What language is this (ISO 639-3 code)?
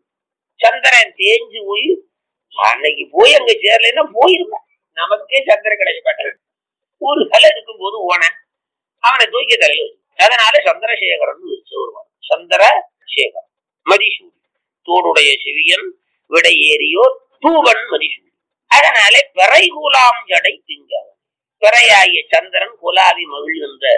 tam